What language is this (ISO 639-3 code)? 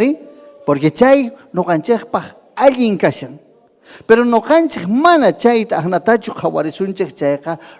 quy